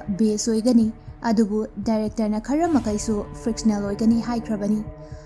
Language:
Manipuri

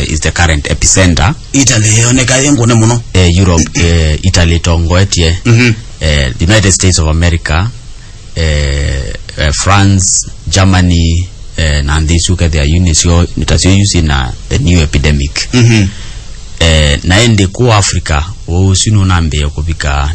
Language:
Kamba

